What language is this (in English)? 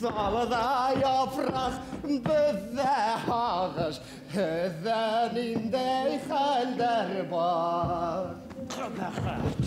Bashkir